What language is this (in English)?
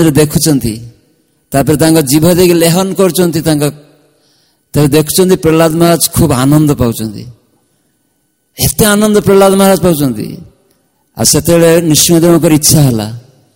Odia